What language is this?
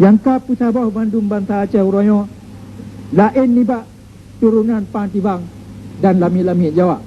Achinese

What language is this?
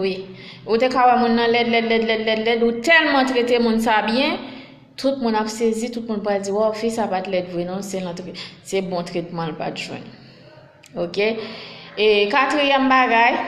Haitian Creole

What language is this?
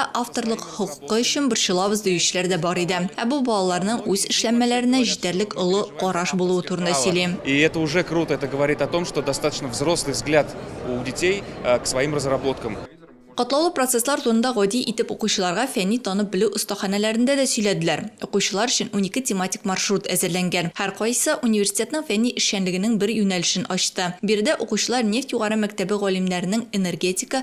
Tatar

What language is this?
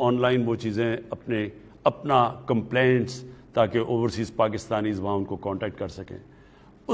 Urdu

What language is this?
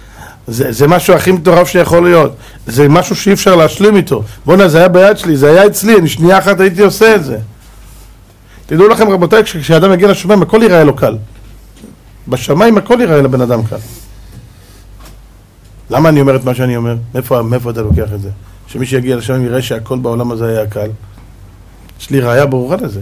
Hebrew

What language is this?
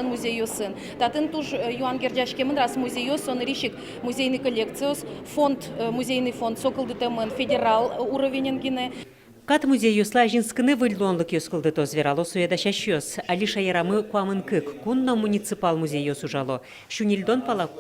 Udmurt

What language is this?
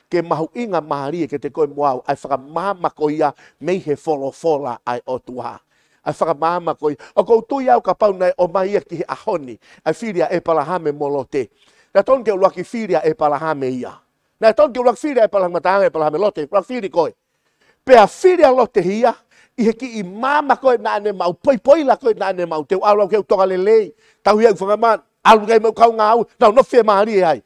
Tongan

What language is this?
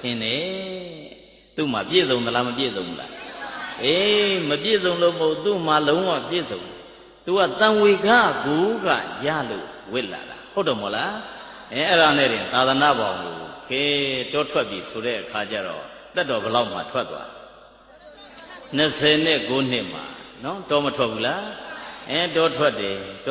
Burmese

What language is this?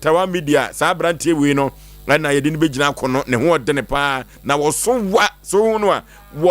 Akan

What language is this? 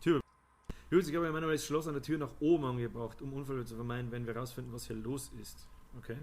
Bavarian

